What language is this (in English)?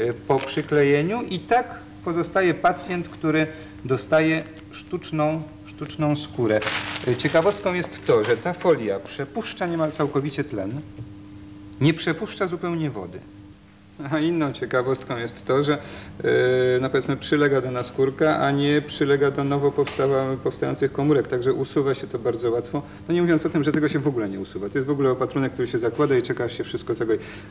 Polish